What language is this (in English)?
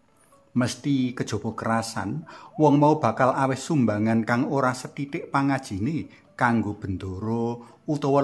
Javanese